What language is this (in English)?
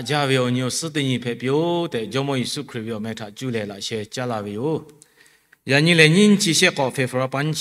Lahu